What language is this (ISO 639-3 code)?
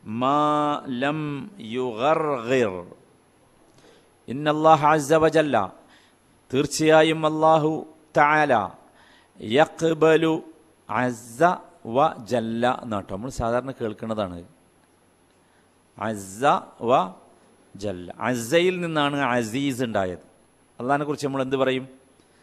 mal